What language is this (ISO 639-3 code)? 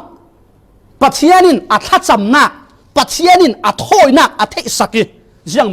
cfm